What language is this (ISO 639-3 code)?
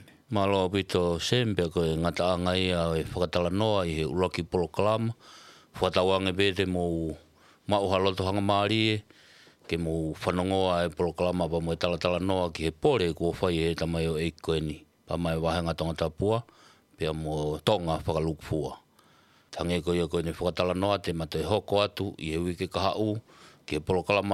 ton